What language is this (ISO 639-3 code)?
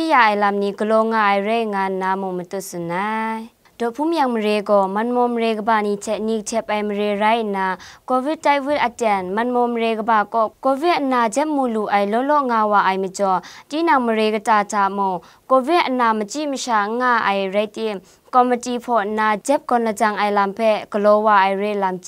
kac